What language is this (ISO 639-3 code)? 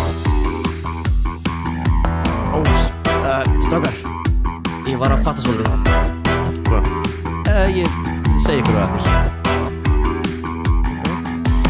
isl